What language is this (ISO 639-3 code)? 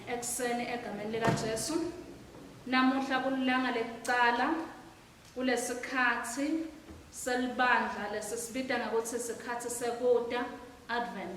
ssw